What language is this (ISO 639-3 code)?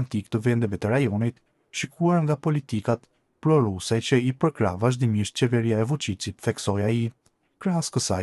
sqi